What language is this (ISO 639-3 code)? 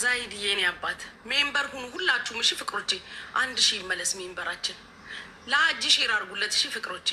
amh